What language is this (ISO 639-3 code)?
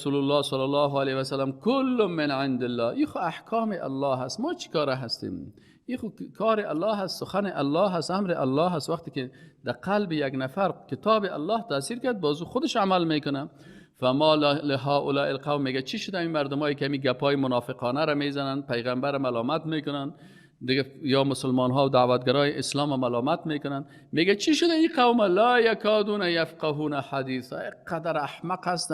fas